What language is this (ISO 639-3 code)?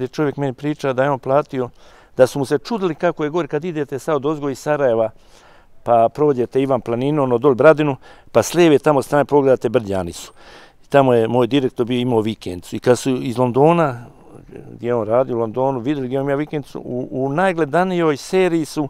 bos